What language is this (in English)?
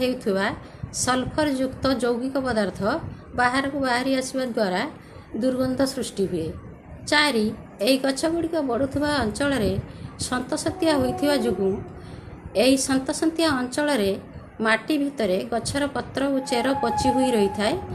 Odia